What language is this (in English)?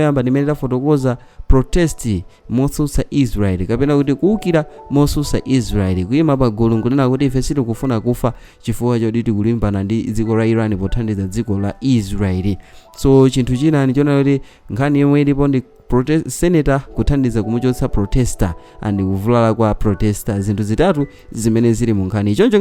Nyanja